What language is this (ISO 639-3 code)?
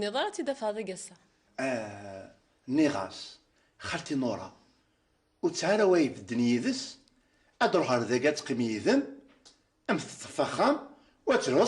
kab